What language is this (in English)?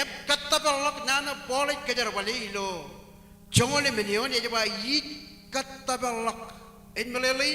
Marshallese